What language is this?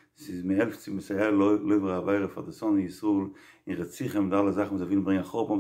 Yiddish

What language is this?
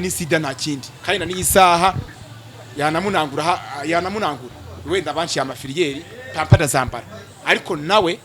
Kinyarwanda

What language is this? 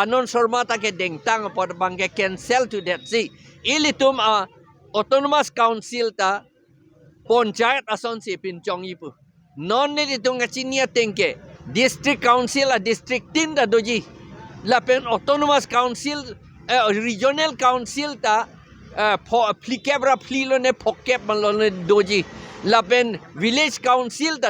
Karbi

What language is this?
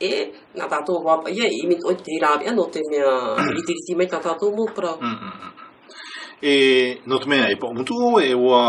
Tahitian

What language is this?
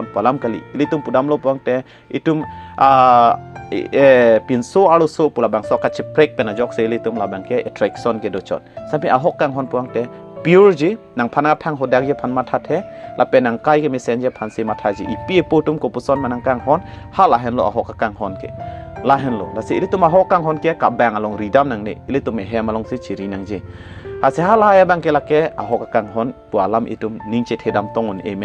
Karbi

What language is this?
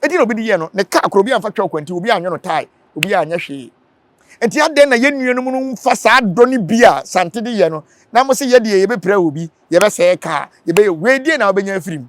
Akan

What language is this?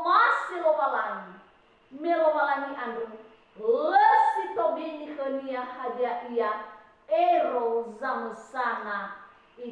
Nias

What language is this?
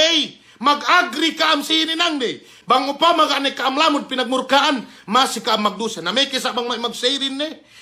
Yakan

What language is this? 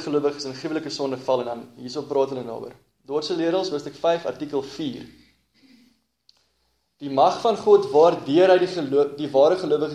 Afrikaans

